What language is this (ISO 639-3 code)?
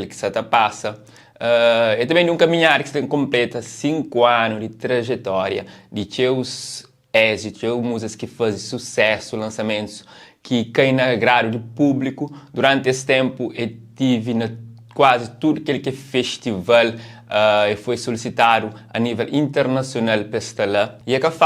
kea